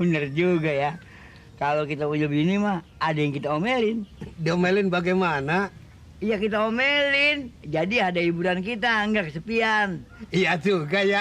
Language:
Betawi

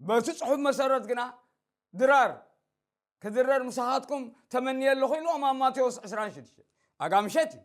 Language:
Tigrinya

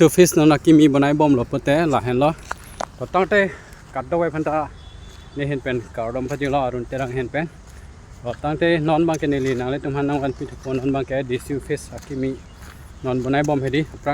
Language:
Karbi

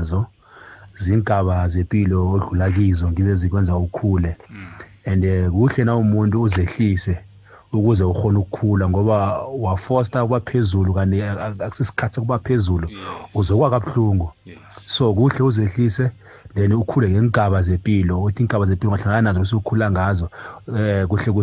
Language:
South Ndebele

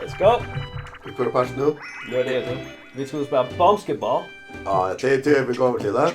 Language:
Faroese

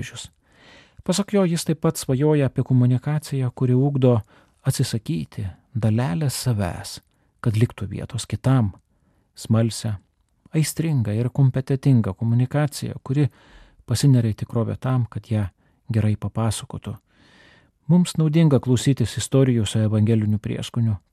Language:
Lithuanian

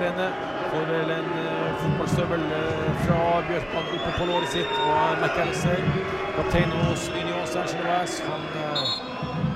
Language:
Norwegian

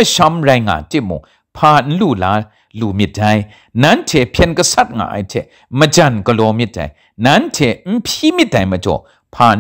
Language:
Kachin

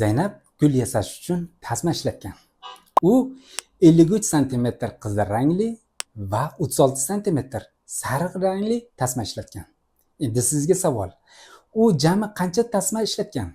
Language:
Uzbek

